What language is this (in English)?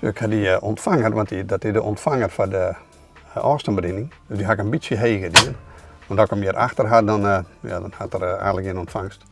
Western Frisian